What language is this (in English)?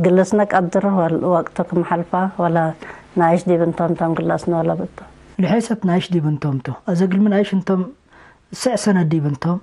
Tigre